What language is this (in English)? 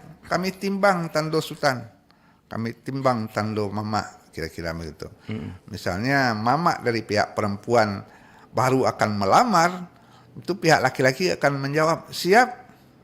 Minangkabau